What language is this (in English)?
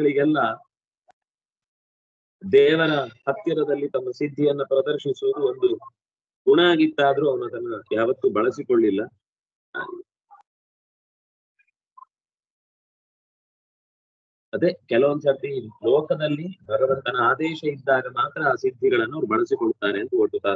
Kannada